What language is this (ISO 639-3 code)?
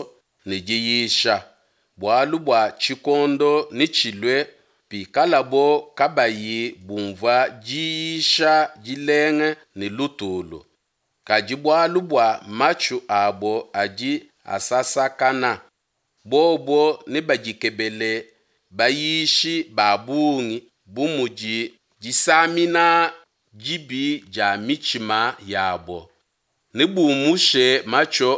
lua